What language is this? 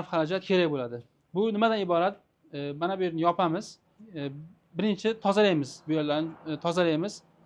Uzbek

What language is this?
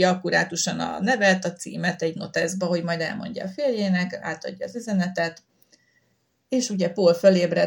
Hungarian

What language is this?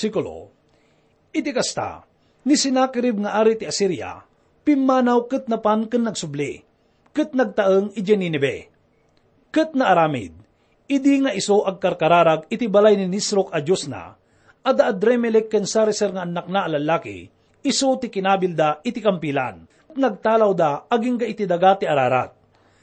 Iloko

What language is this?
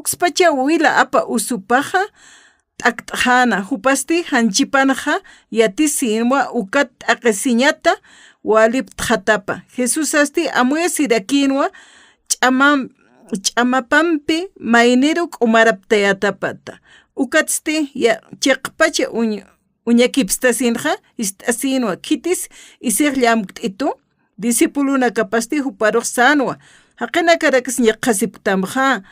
Aymara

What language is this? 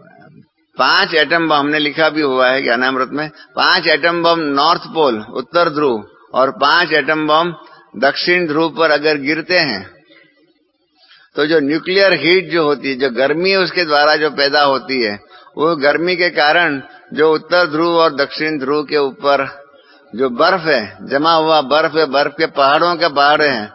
Hindi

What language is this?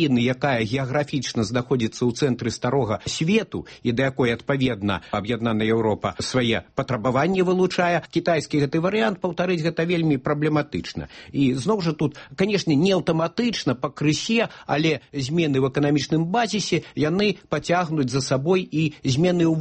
Belarusian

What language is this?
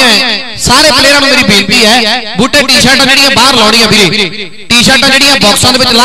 Punjabi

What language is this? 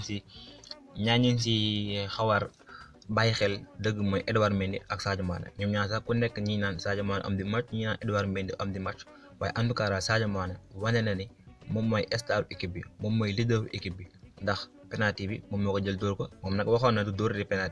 Wolof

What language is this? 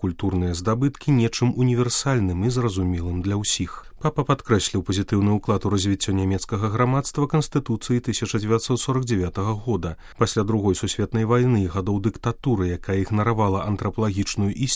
Belarusian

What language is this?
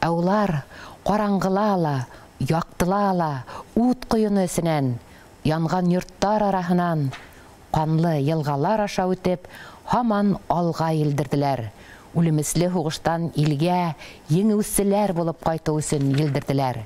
Bashkir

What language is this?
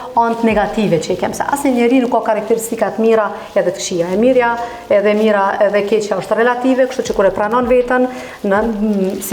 Albanian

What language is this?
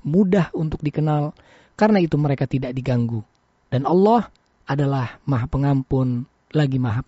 Indonesian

